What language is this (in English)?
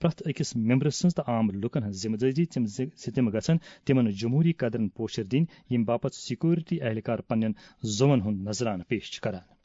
Kashmiri